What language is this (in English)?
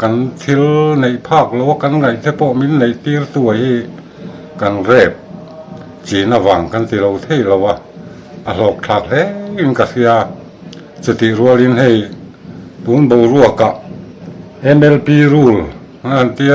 Mizo